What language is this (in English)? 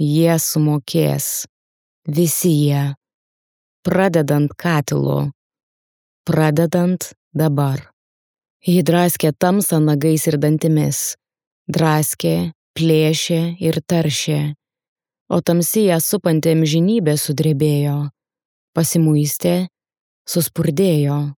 Lithuanian